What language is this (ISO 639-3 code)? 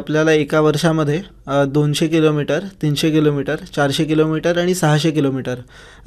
mar